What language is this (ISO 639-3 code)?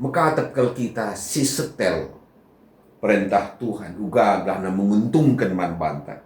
btx